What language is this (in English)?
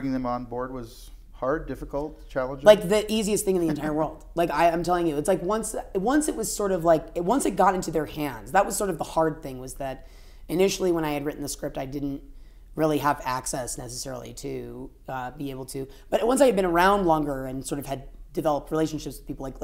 English